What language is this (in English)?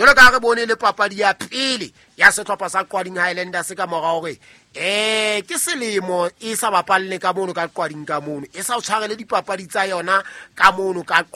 Southern Sotho